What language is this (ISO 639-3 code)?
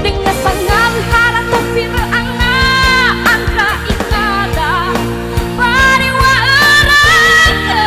nia